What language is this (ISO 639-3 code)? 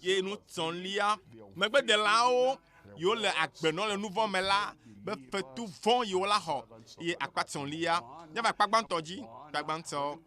ewe